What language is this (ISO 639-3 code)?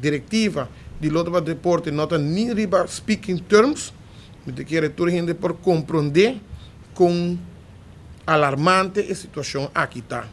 pap